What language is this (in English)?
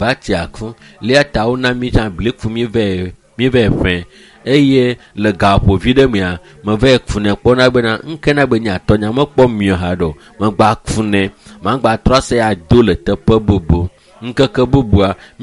Ewe